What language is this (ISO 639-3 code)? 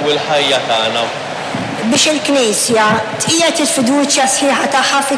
mlt